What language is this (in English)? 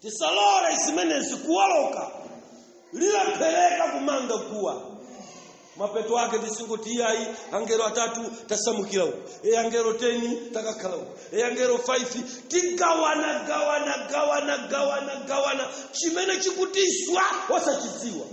Nyanja